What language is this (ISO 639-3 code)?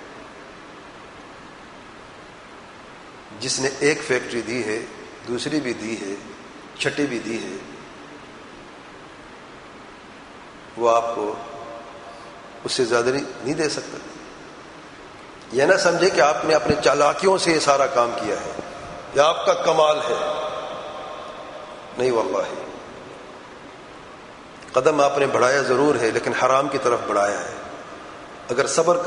urd